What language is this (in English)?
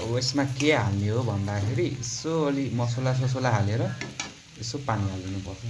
Nepali